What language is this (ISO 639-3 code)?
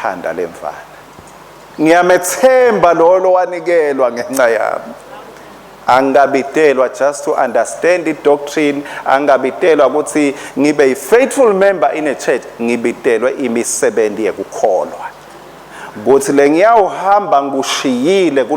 ssw